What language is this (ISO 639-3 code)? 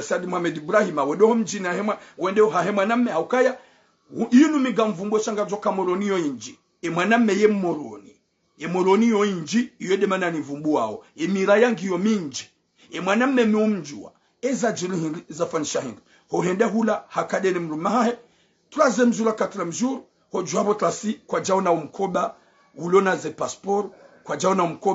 zdj